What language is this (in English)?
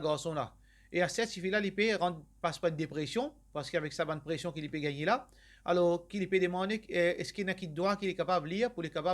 Morisyen